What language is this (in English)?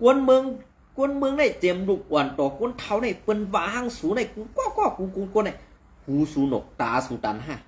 Shan